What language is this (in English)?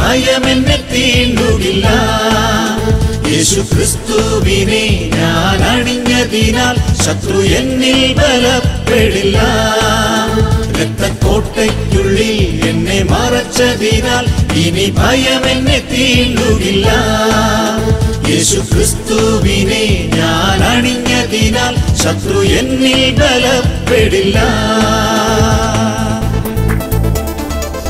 Malayalam